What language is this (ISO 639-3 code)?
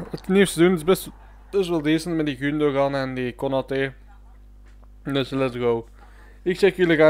nld